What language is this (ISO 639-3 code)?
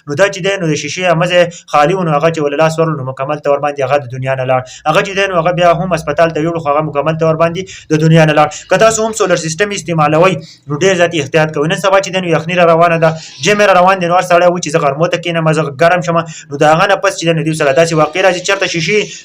pus